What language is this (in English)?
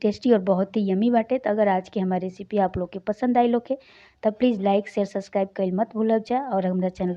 Bhojpuri